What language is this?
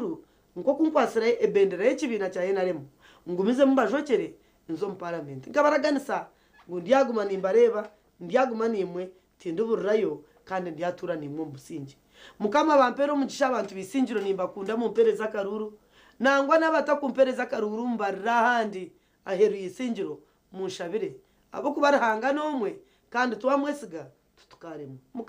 Nyankole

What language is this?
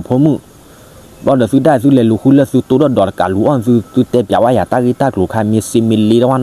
S'gaw Karen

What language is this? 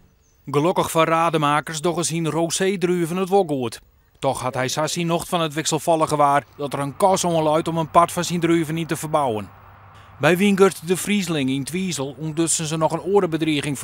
Western Frisian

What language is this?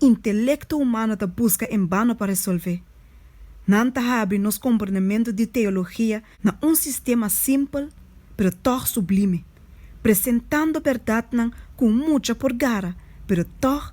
Papiamento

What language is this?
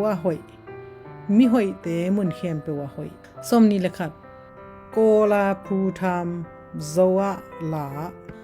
Tedim Chin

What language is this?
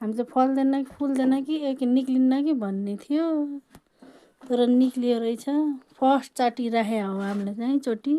Nepali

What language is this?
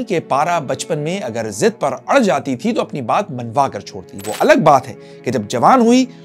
Urdu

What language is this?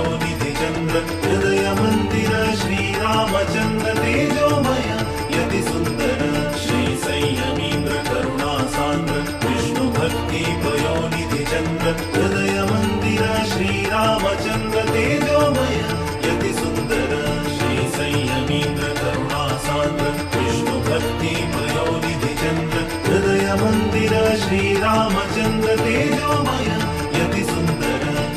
Konkani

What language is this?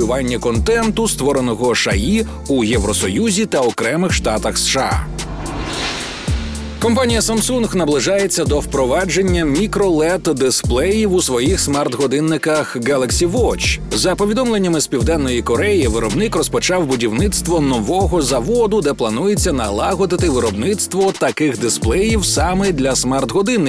Ukrainian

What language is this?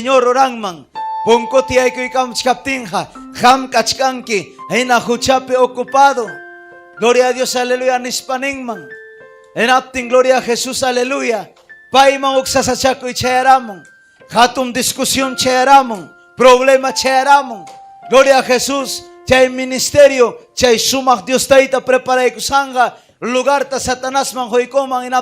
Ayacucho Quechua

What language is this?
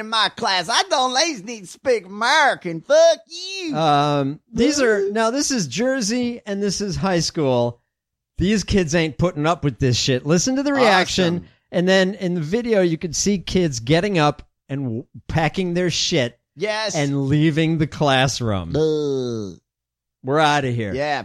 English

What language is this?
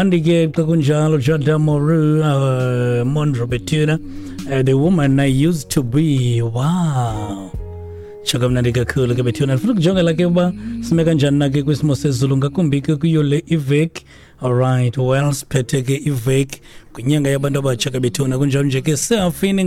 Xhosa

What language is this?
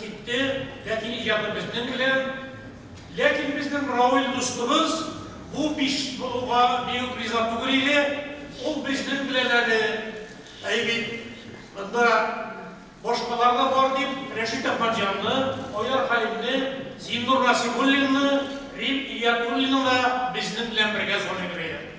Tatar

